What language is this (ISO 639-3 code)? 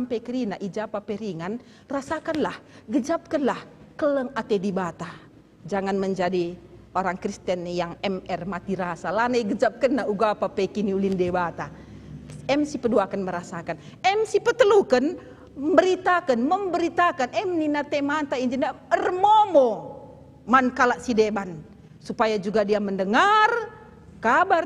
btx